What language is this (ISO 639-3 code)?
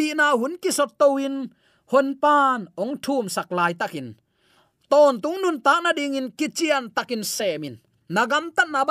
ctd